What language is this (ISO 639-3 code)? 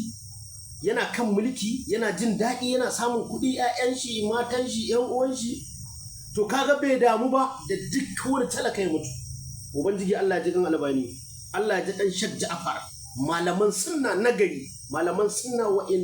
hau